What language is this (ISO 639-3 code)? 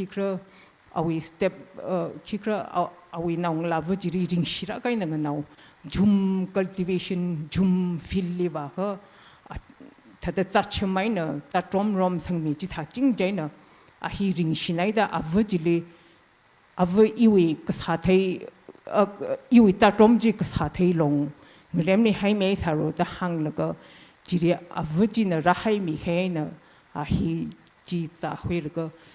nmf